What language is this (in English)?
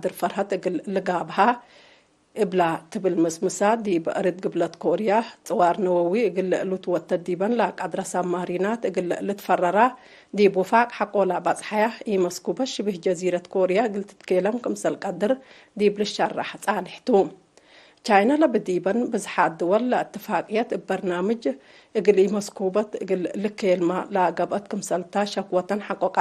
Tigre